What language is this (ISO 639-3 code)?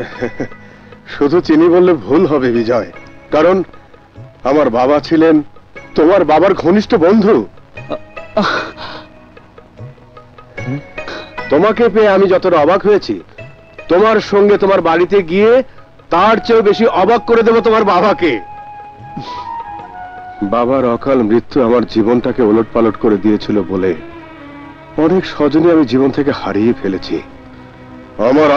ben